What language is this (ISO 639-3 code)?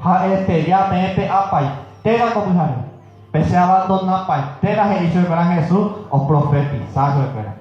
grn